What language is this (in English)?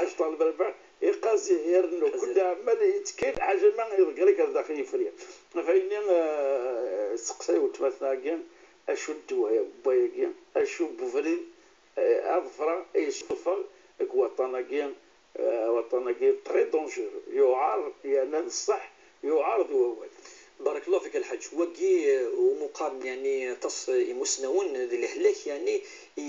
Kabyle